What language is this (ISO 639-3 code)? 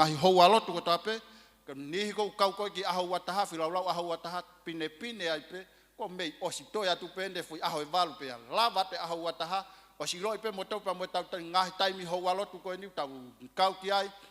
ton